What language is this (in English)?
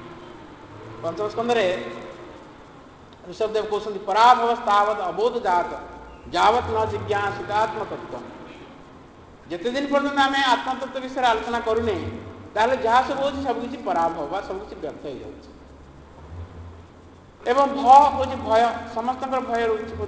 Odia